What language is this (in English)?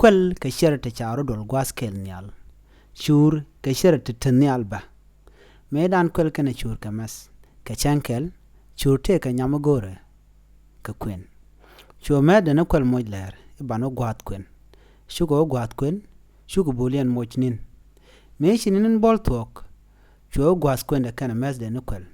Nuer